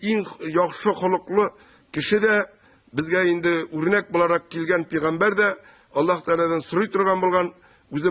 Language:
Tatar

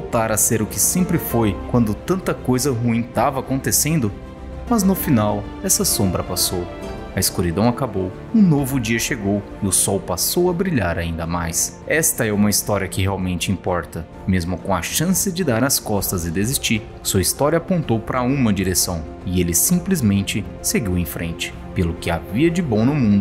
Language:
Portuguese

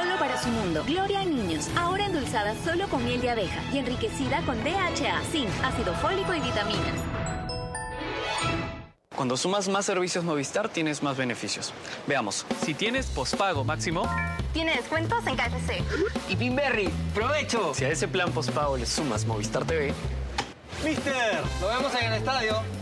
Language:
Spanish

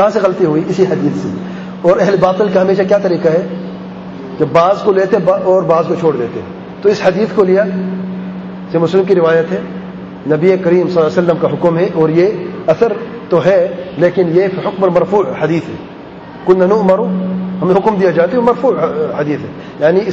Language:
Urdu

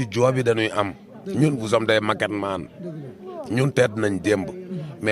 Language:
Wolof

